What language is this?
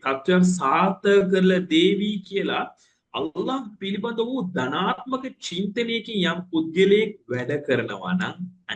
Sinhala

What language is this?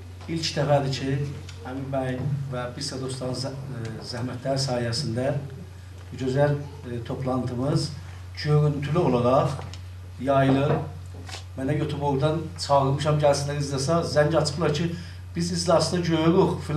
South Azerbaijani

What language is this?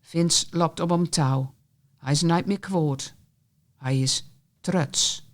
Gronings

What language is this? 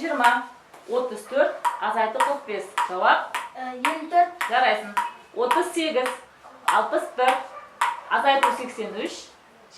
Kazakh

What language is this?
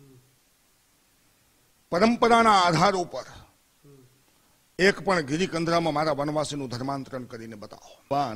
Gujarati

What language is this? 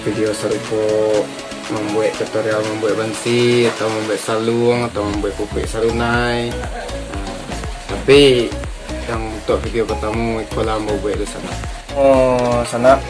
Minangkabau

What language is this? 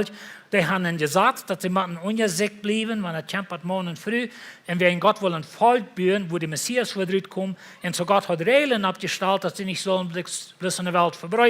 Plautdietsch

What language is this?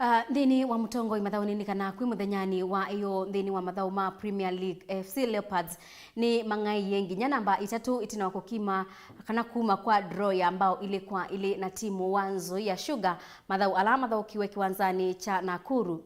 Kamba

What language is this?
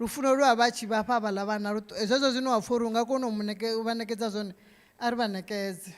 Venda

